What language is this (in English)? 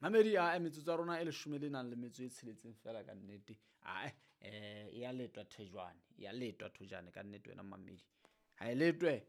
Southern Sotho